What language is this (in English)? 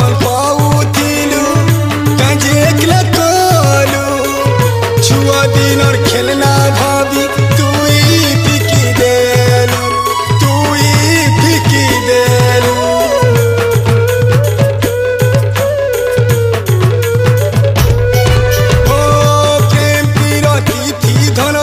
Sambalpuri